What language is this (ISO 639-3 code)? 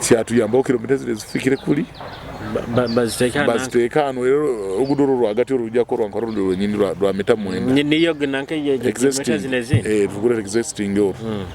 nyo